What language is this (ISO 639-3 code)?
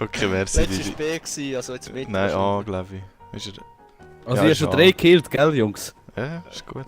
gsw